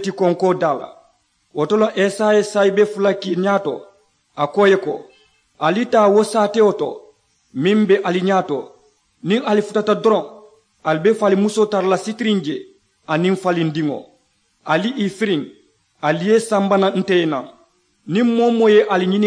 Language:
Mandingo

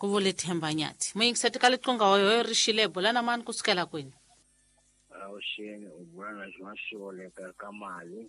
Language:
Tsonga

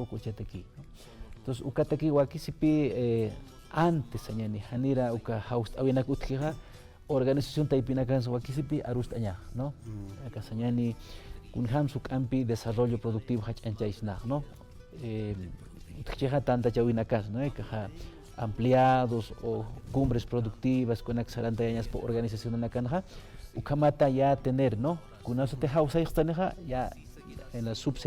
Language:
Aymara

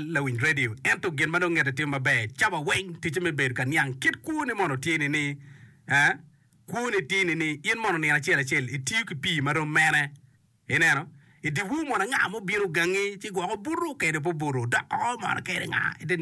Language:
Acoli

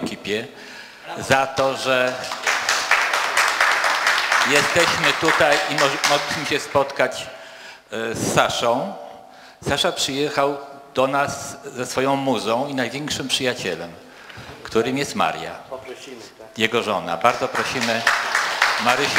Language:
Polish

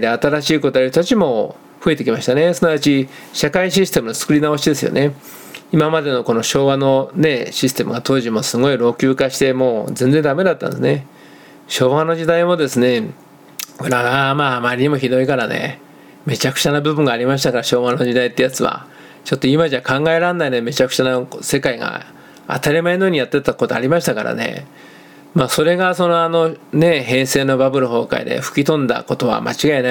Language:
Japanese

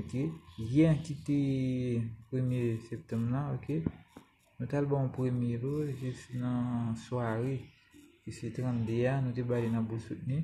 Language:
Haitian Creole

